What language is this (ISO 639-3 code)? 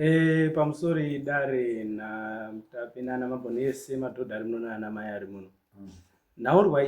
sna